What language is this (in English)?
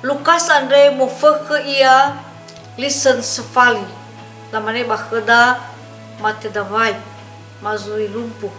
Nias